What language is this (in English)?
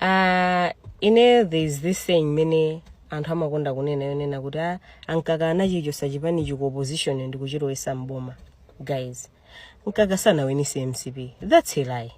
Nyanja